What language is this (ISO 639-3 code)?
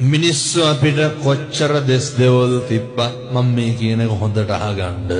sin